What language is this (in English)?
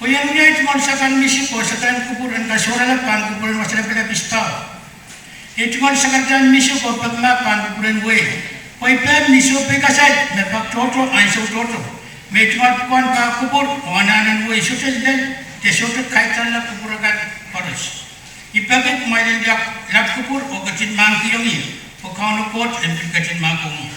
Pohnpeian